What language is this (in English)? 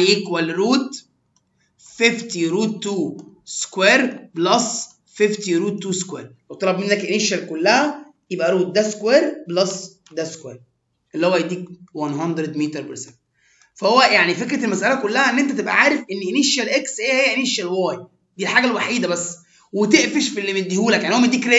Egyptian Arabic